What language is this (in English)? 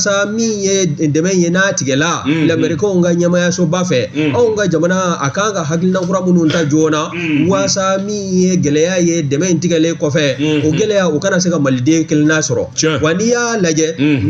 Bambara